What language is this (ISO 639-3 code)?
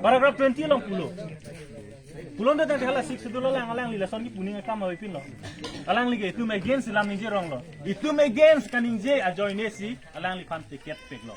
mjw